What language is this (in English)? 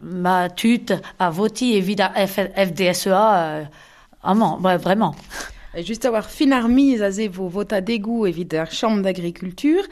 Breton